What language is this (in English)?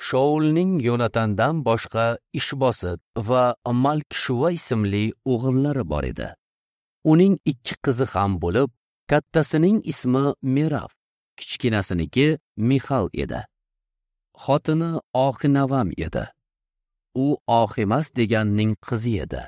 Uzbek